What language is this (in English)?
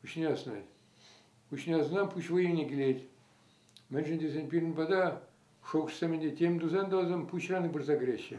Chuvash